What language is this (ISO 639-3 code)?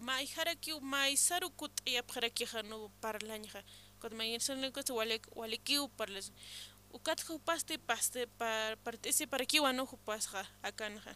aym